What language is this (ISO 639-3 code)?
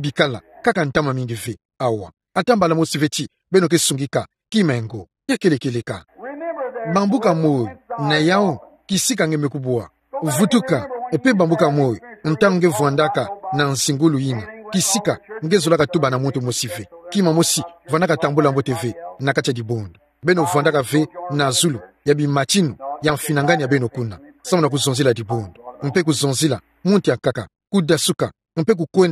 ktu